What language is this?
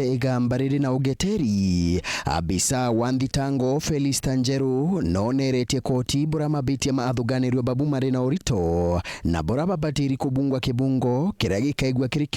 Meru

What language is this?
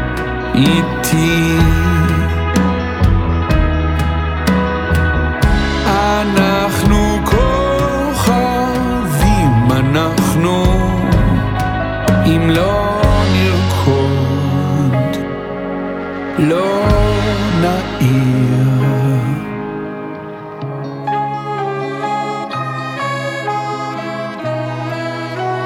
Hebrew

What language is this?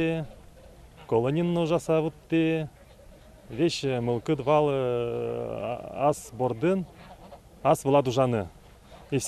Udmurt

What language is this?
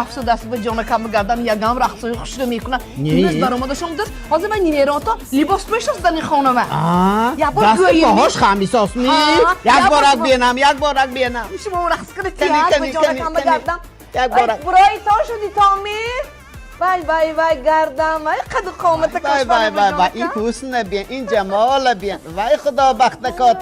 Tajik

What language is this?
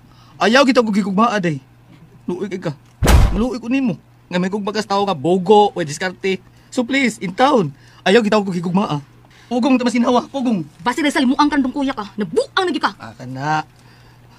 Cebuano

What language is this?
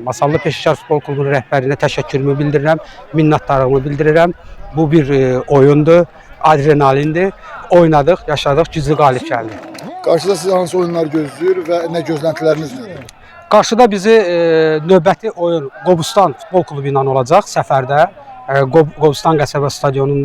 Azerbaijani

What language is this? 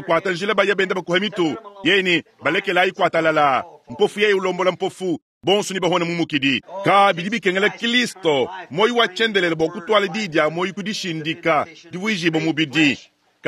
Luba-Lulua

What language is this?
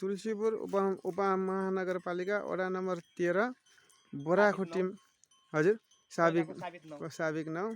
Nepali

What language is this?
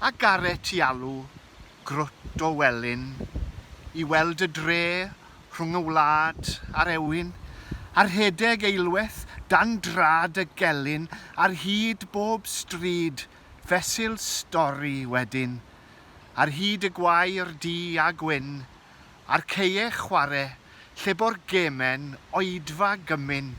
Welsh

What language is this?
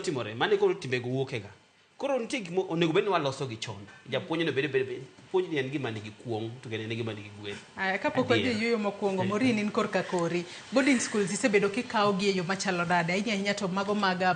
Luo (Kenya and Tanzania)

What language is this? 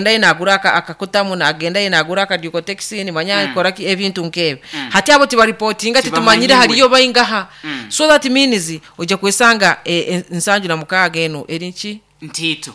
Nyoro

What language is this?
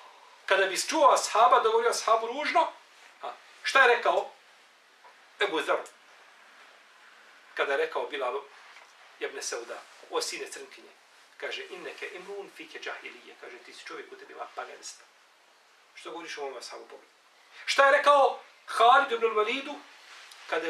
Bosnian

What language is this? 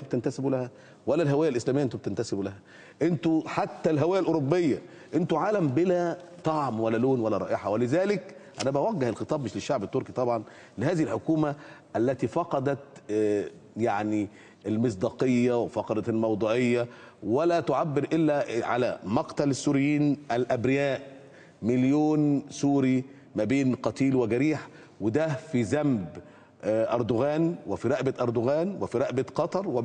Egyptian Arabic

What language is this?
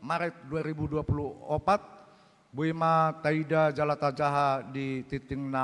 Batak Toba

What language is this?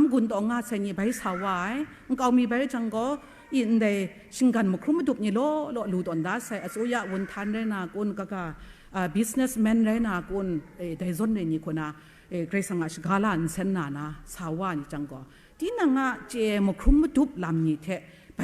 Kachin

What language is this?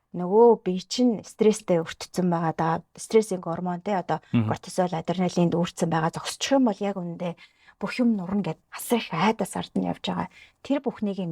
Mongolian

